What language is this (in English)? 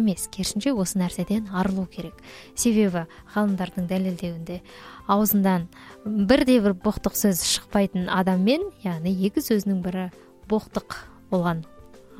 Kazakh